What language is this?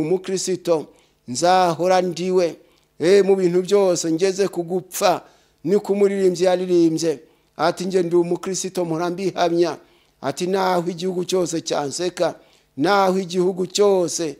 Kinyarwanda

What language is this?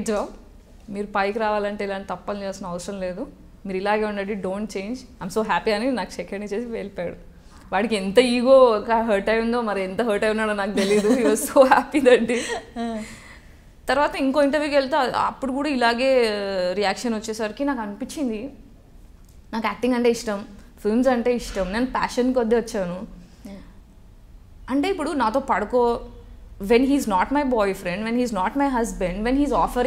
Telugu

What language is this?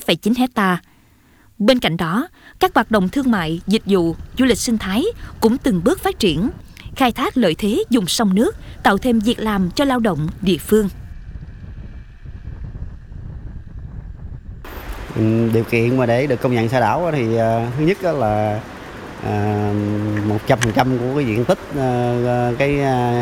Vietnamese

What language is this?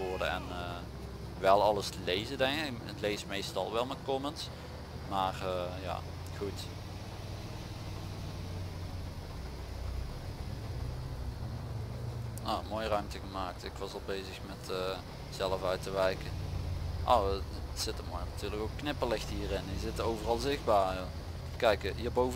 Dutch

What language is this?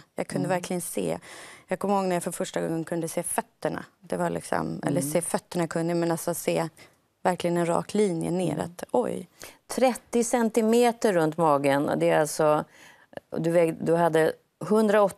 Swedish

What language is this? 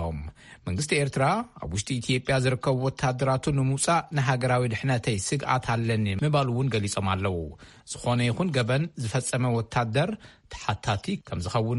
Tigrinya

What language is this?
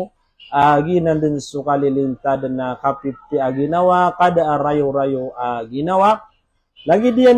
Maranao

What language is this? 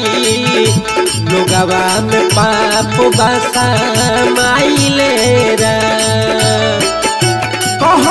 Bhojpuri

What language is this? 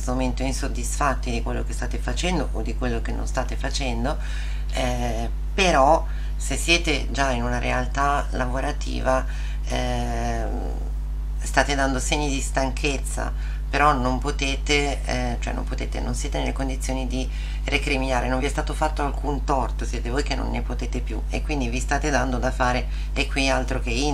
Italian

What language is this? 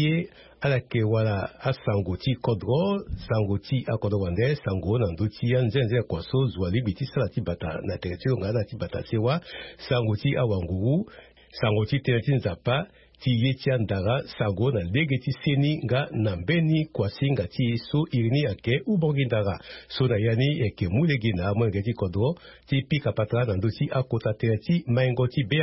Sango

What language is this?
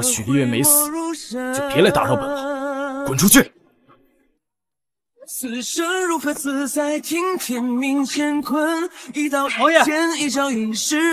Chinese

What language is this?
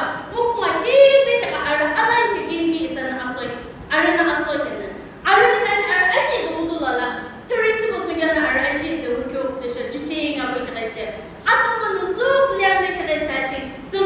Yimchungru Naga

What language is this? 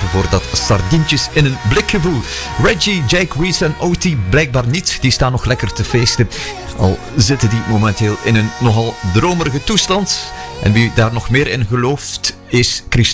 Dutch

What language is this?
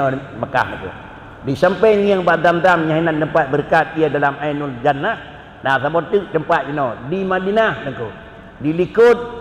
Achinese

